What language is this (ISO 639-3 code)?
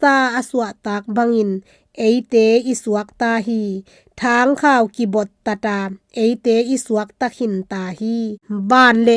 ctd